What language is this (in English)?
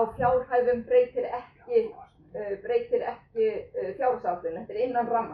Icelandic